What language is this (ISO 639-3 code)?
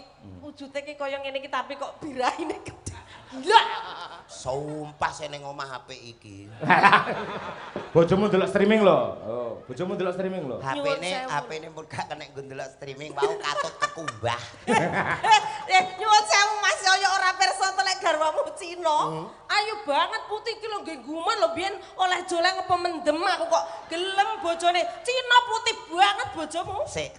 jav